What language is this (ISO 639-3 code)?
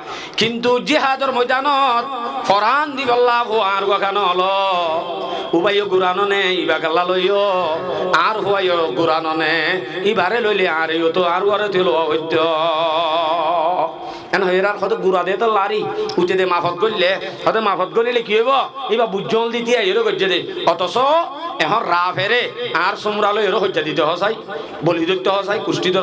rhg